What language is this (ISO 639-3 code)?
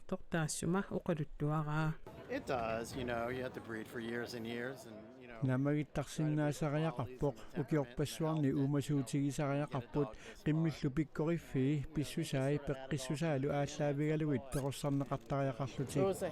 kal